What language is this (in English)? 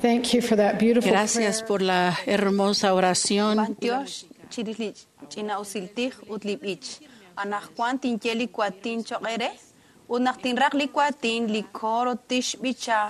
Kekchí